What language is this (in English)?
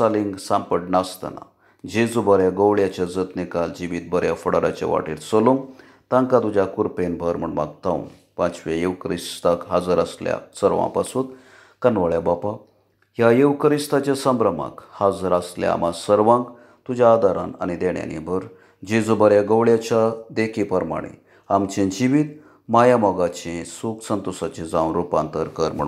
Konkani